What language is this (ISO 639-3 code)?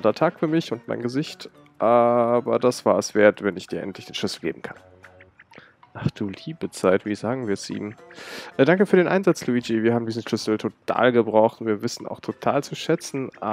deu